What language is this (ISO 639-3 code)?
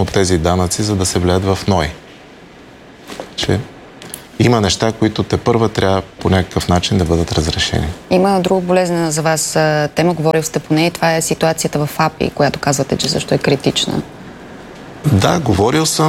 bul